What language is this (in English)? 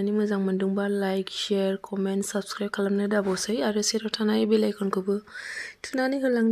Bodo